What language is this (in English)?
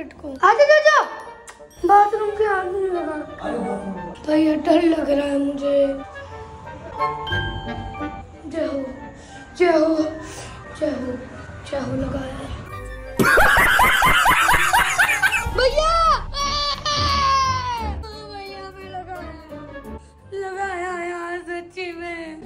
Hindi